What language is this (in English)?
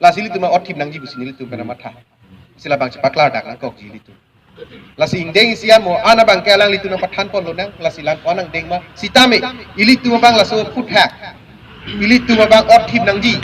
Karbi